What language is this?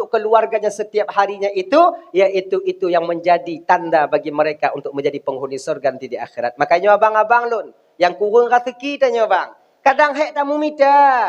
Achinese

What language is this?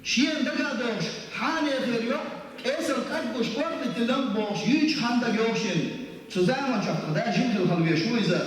Chechen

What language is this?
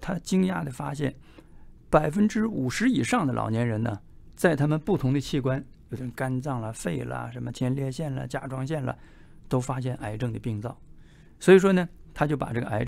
Chinese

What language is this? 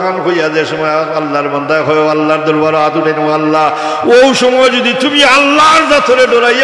Sylheti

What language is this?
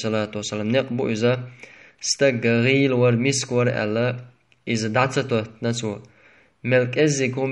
Chechen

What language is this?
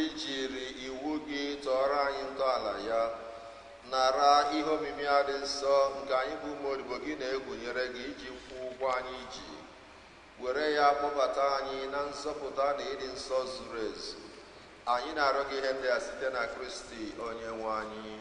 Igbo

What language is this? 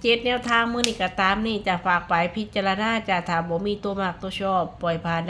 Northeastern Thai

